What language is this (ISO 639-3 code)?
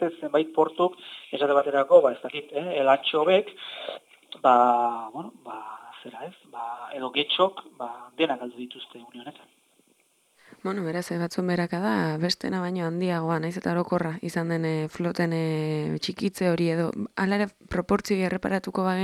eus